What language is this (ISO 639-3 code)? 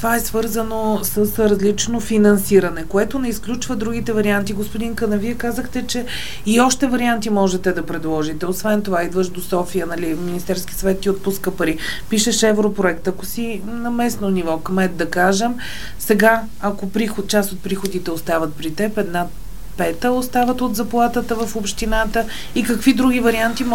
bul